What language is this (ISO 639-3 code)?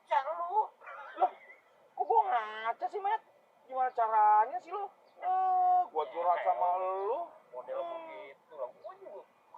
bew